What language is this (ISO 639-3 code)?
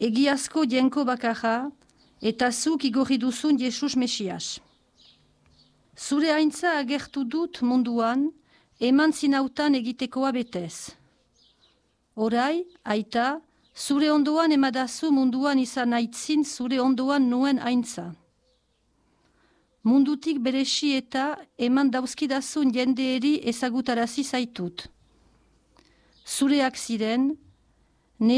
eus